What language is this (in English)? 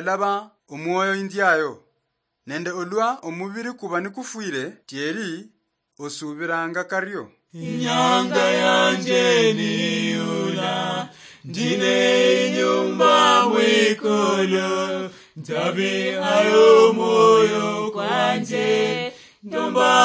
Luyia